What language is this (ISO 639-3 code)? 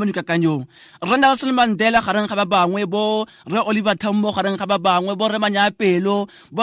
tsn